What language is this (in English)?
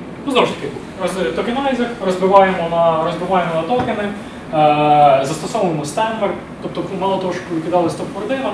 Ukrainian